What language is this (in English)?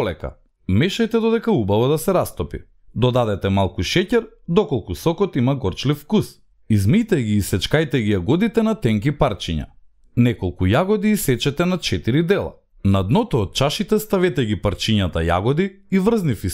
Macedonian